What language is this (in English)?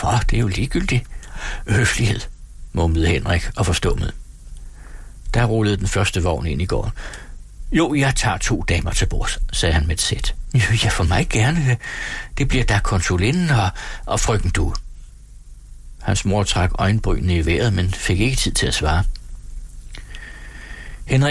Danish